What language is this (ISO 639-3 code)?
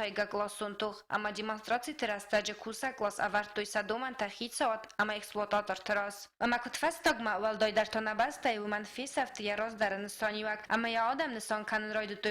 oss